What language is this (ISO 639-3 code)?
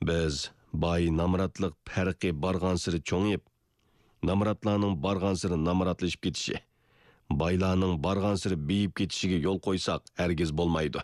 uig